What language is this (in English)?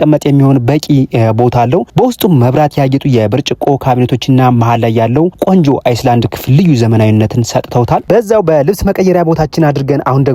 Amharic